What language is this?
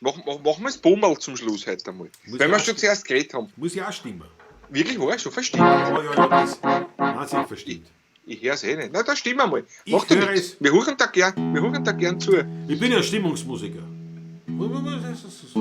Bavarian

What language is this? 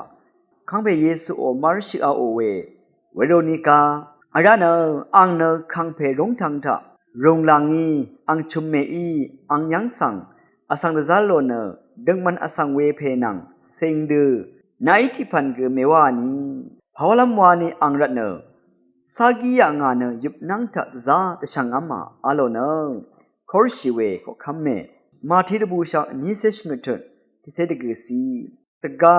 Rawang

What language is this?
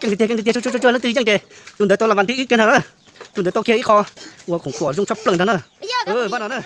Hmong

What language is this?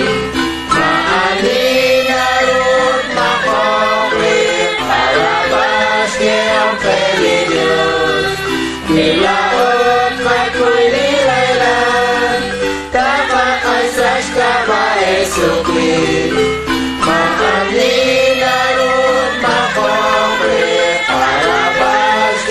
Kekchí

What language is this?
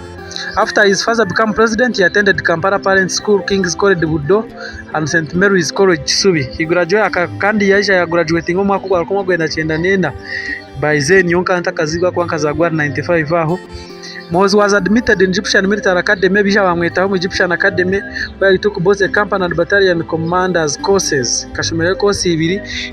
Nyankole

